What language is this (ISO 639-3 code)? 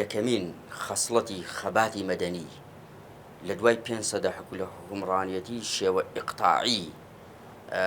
ckb